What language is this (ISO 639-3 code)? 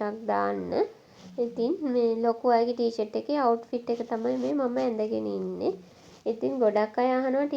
sin